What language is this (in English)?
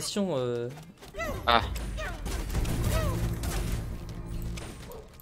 French